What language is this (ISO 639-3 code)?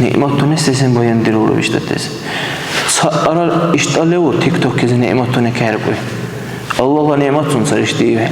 dar